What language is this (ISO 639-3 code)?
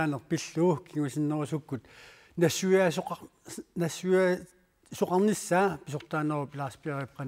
kal